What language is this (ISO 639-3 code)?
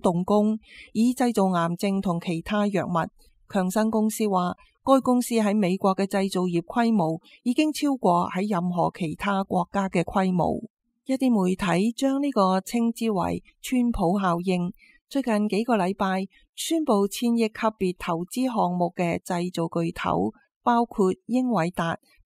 yue